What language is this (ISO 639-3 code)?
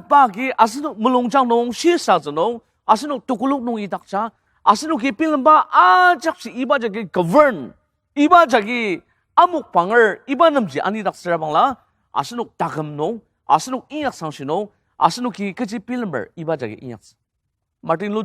njo